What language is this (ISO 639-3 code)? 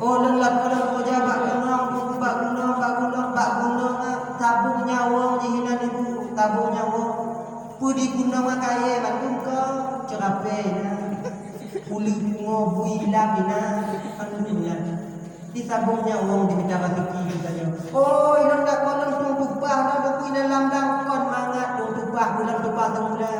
ace